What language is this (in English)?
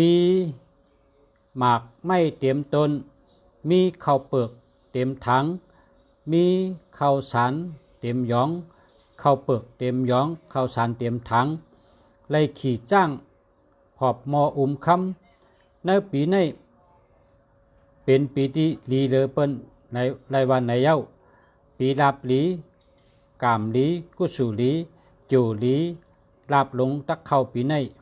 Shan